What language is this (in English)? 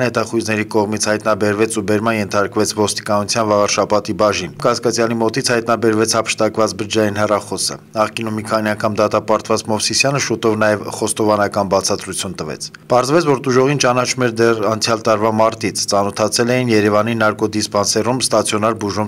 Armenian